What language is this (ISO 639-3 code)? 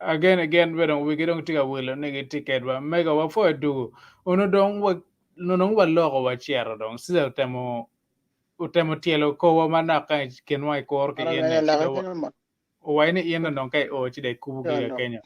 ach